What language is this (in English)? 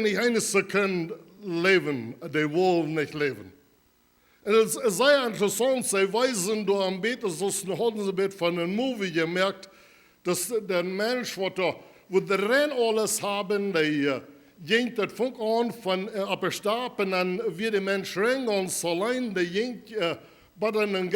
Plautdietsch